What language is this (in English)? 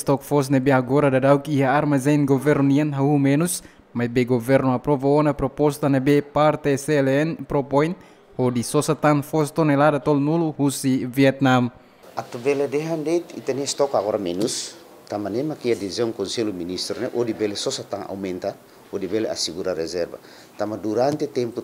Tetum